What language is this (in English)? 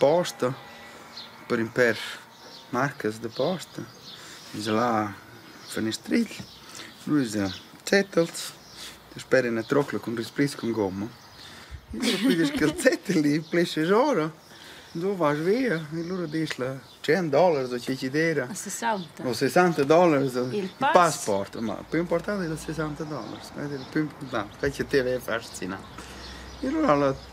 Romansh